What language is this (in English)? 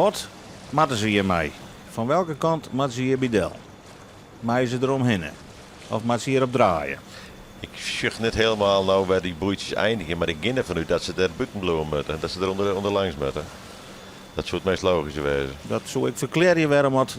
Western Frisian